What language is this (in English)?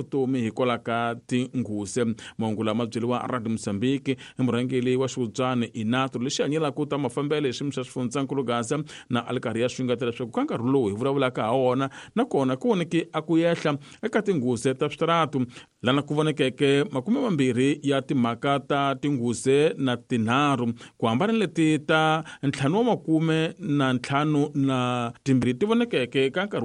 Tsonga